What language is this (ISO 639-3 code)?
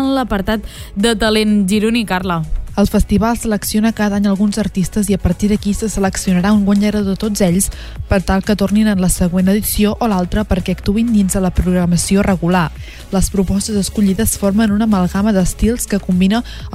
cat